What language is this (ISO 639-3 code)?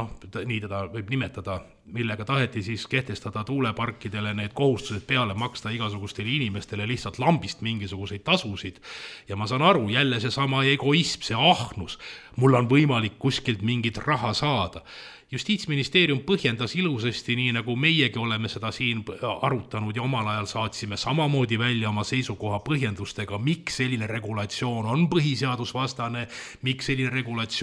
est